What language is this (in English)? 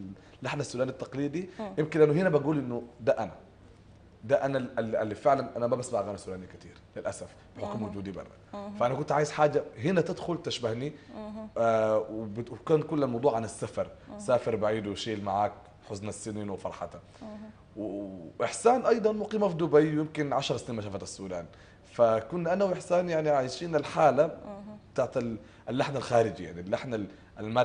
Sudanese Arabic